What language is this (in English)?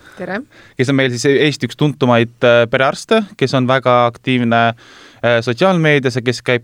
Estonian